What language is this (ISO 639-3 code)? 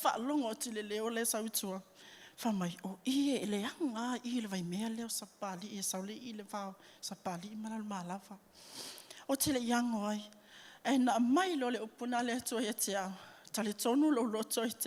smo